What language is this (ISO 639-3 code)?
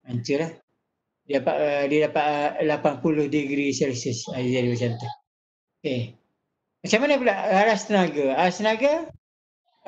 msa